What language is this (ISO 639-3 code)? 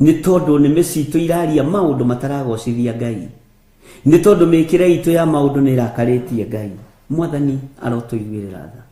kik